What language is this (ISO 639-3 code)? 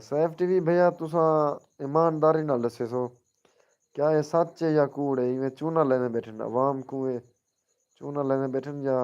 skr